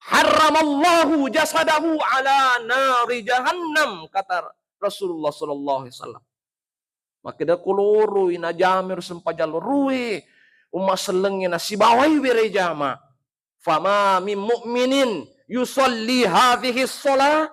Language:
Buginese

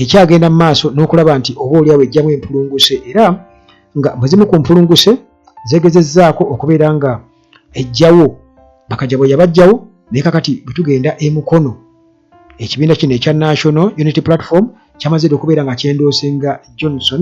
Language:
Ganda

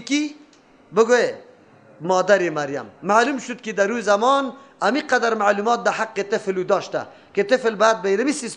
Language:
Persian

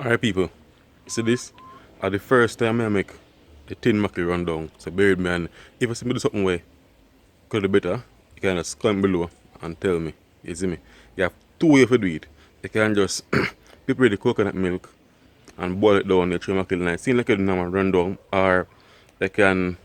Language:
Jamaican Creole English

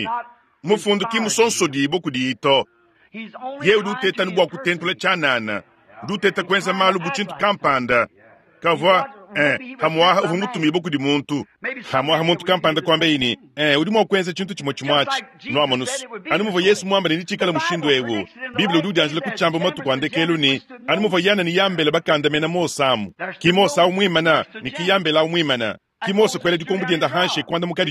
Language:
Luba-Lulua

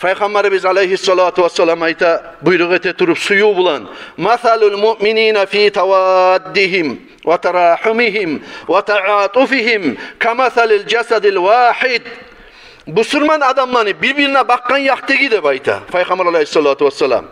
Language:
Kumyk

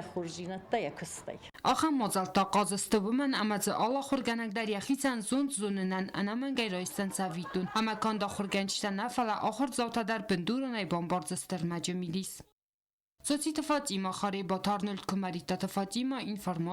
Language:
Ossetic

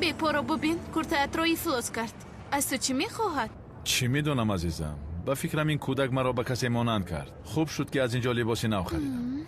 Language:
Tajik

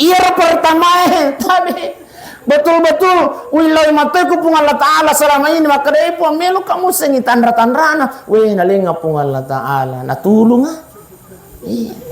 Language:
Buginese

